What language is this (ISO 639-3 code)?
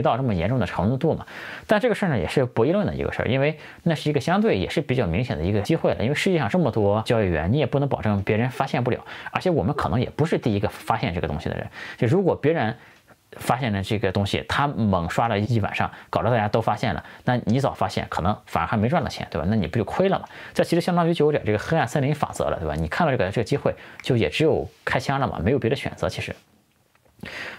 zho